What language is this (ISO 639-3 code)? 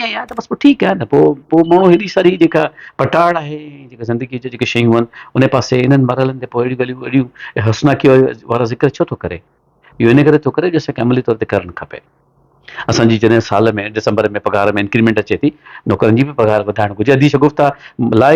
snd